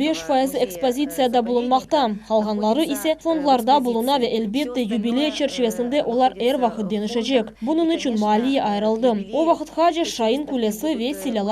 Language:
Crimean Tatar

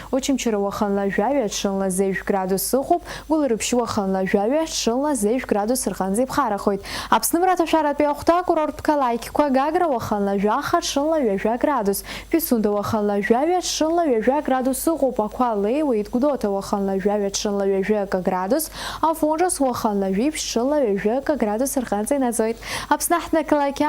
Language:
Abkhazian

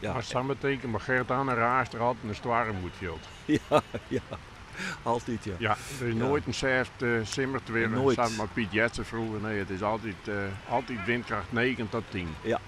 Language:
Western Frisian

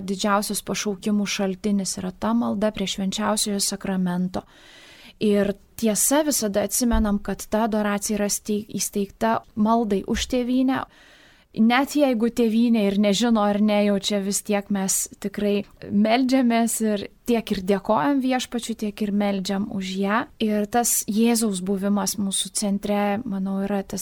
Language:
Lithuanian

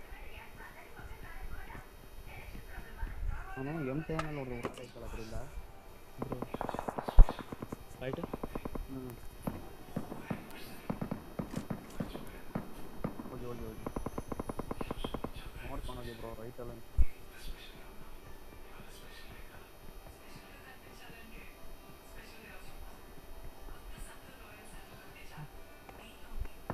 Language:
Kannada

